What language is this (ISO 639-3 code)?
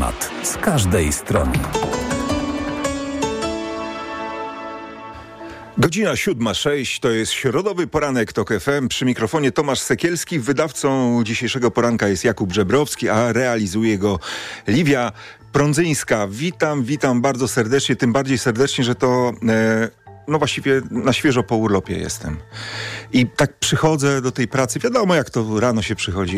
pol